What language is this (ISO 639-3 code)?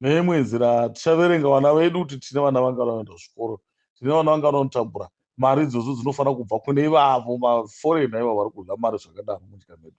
sna